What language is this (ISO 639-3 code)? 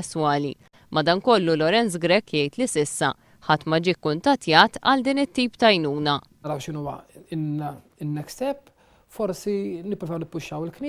mlt